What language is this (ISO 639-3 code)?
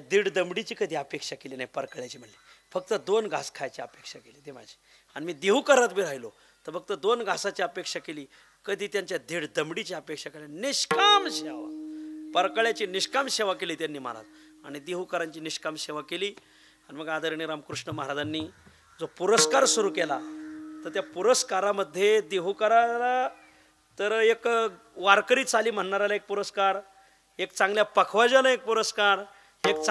mar